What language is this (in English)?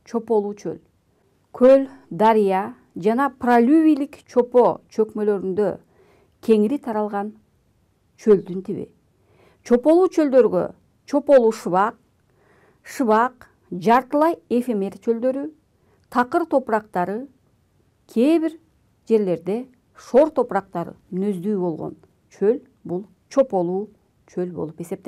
Kyrgyz